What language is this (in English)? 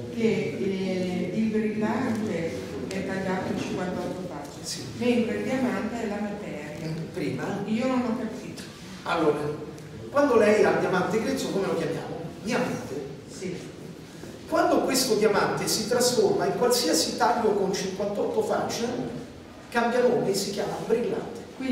Italian